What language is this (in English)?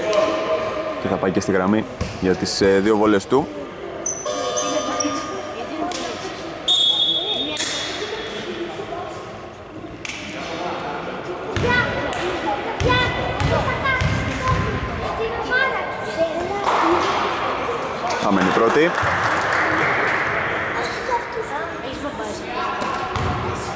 Greek